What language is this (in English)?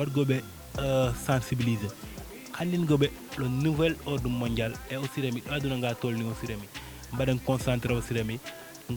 Fula